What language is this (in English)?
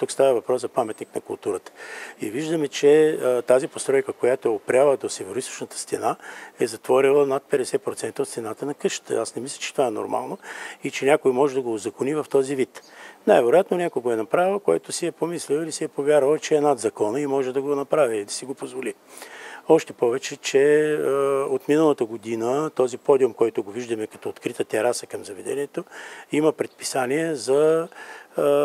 Bulgarian